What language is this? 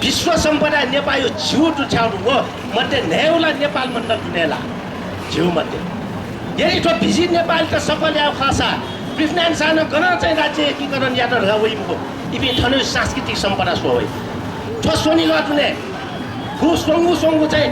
Newari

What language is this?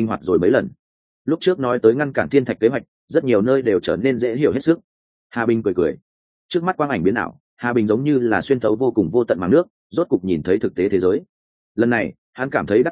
Vietnamese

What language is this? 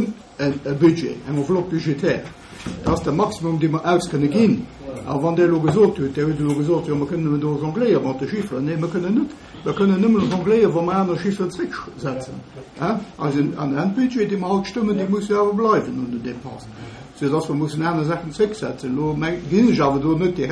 Luxembourgish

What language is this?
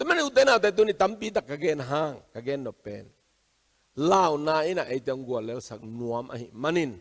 Tedim Chin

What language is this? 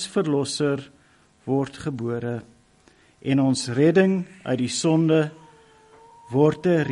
Afrikaans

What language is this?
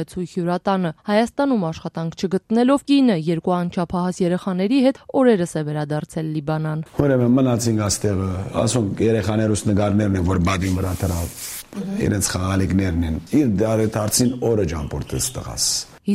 Armenian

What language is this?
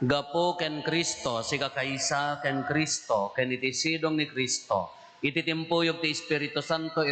Iloko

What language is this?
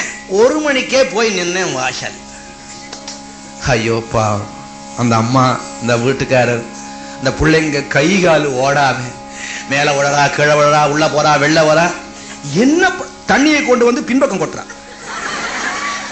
Tamil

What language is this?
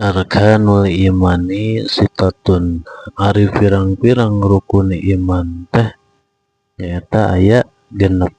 Sundanese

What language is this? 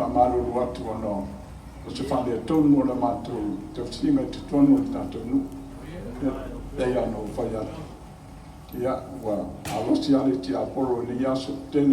Samoan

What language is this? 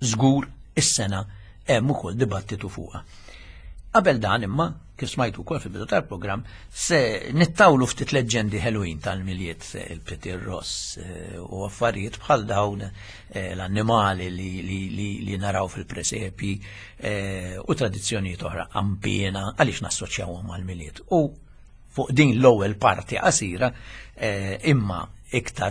Maltese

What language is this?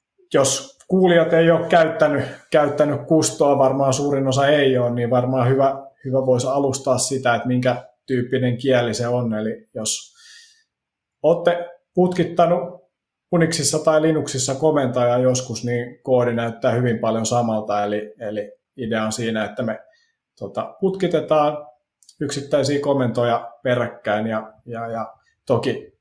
Finnish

